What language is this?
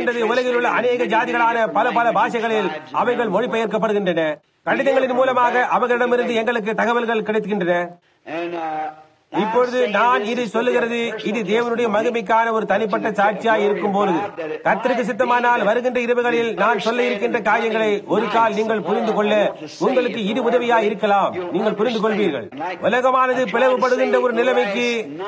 Tamil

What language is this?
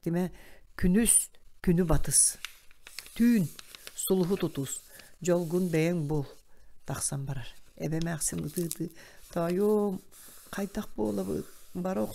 Yakut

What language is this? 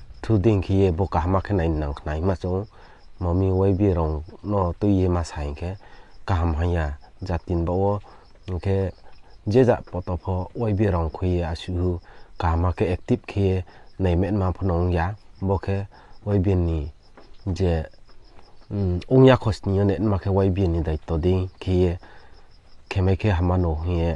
Riang (India)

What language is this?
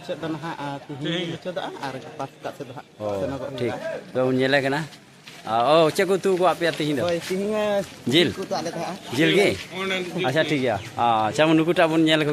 Santali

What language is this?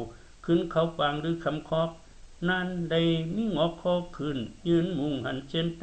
Shan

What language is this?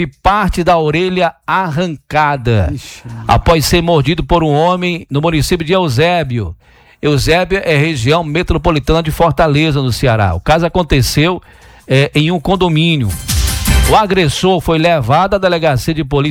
Portuguese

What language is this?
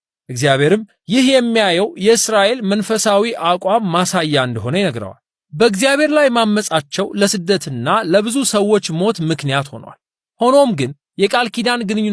Amharic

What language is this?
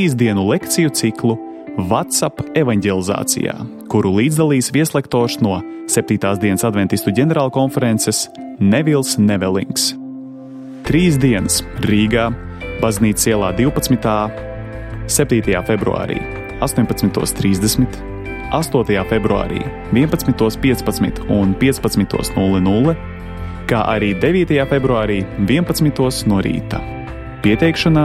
Latvian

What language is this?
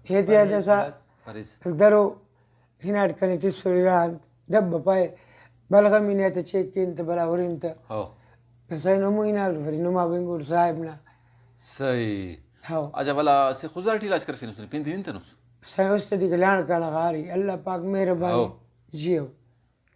Brahui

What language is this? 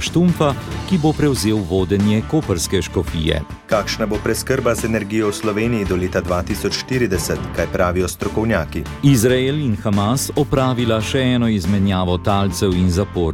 Slovenian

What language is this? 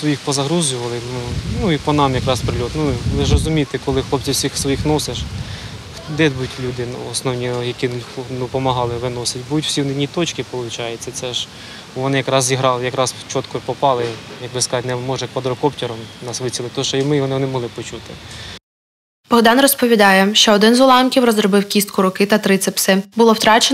Ukrainian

